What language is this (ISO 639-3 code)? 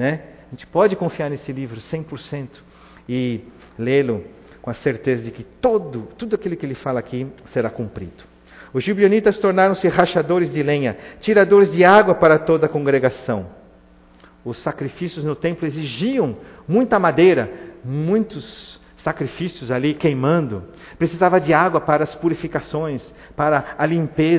por